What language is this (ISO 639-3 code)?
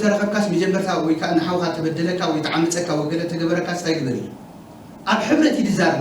tir